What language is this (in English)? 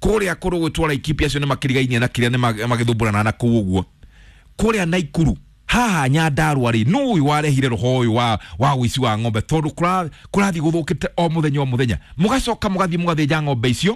Kikuyu